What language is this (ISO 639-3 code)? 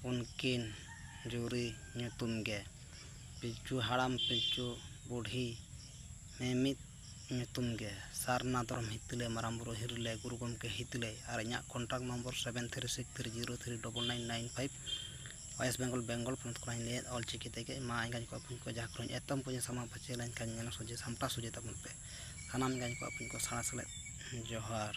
sat